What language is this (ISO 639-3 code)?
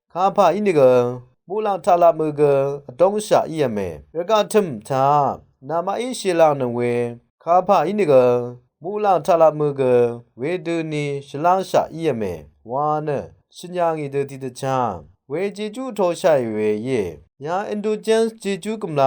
raw